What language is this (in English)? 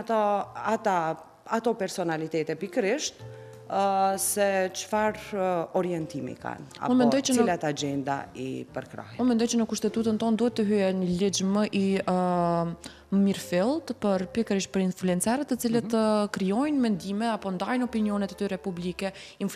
Albanian